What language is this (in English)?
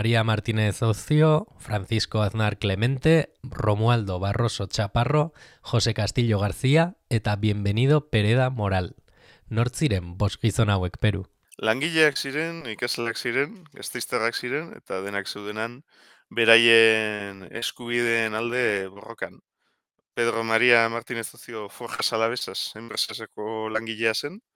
Basque